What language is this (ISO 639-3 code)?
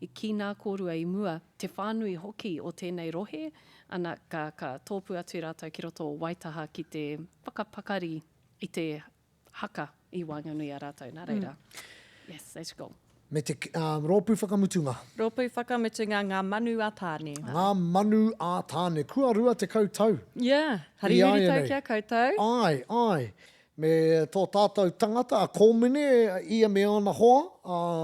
mri